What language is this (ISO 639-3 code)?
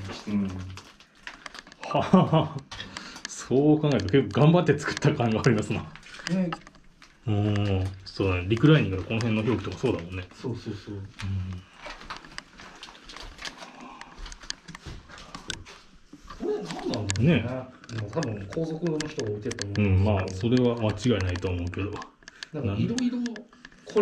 jpn